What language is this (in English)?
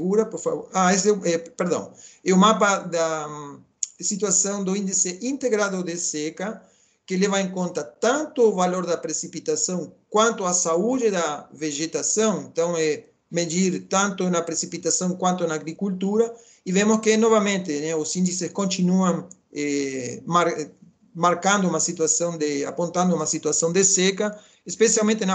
Portuguese